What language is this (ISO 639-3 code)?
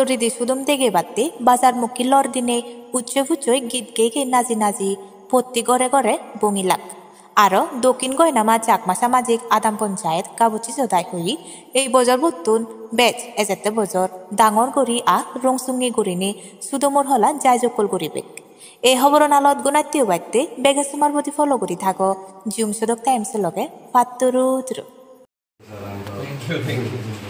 ccp